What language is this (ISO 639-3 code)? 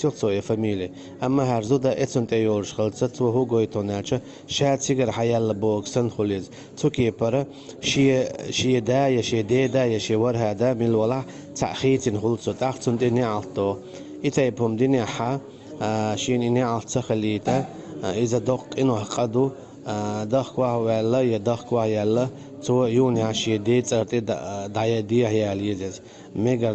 che